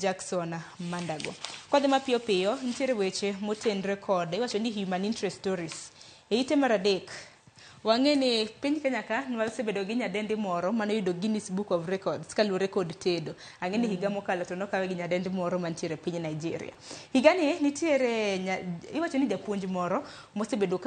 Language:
Luo (Kenya and Tanzania)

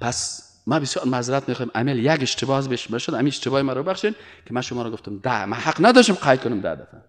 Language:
Persian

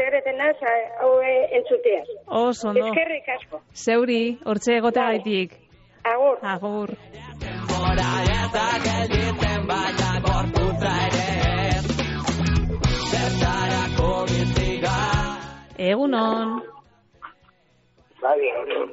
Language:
Basque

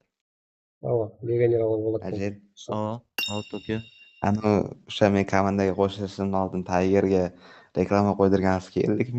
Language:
Kara-Kalpak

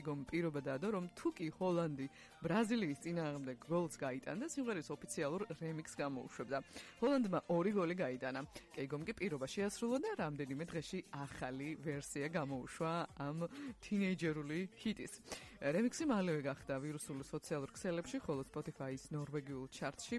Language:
Georgian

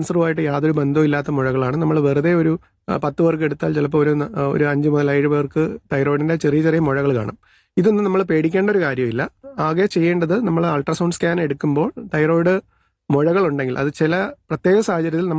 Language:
Malayalam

